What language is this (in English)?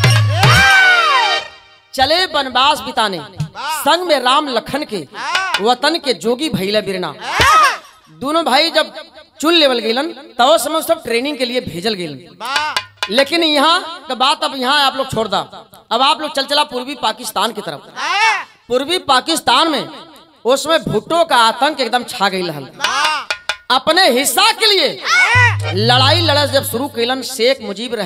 Bhojpuri